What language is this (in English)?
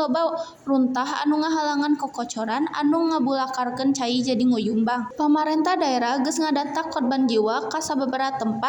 Sundanese